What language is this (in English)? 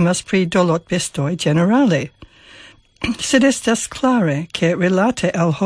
Esperanto